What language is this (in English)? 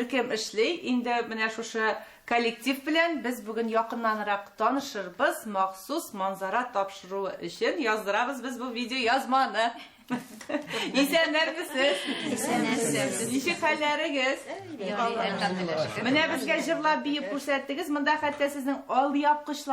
Tatar